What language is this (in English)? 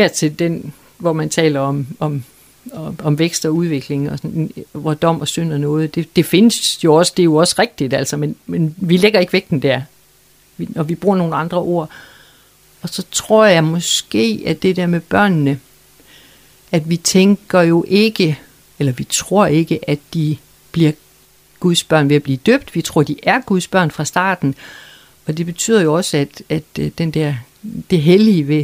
Danish